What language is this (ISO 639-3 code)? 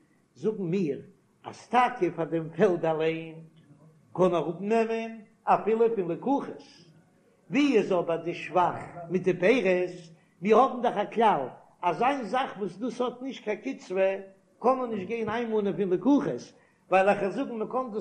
yid